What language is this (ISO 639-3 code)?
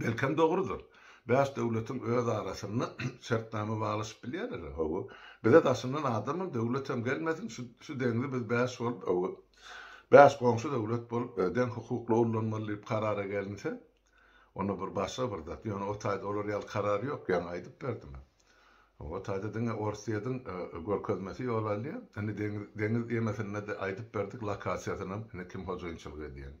tuk